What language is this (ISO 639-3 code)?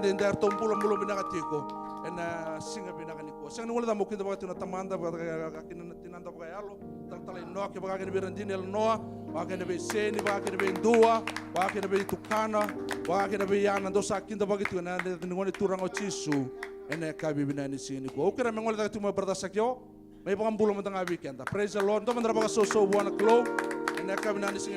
fij